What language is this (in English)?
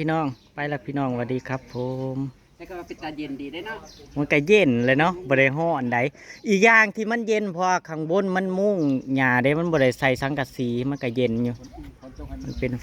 Northeastern Thai